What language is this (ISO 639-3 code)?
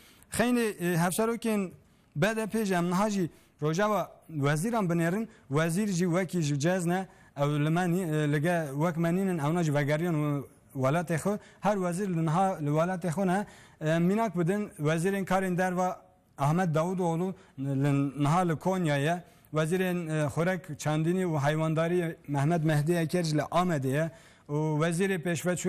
kur